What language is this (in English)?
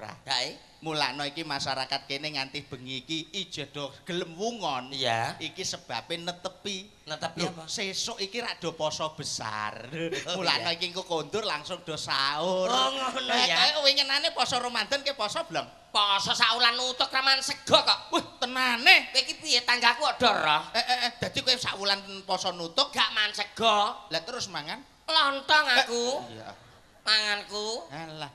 Javanese